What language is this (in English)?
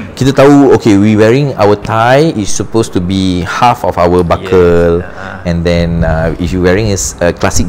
Malay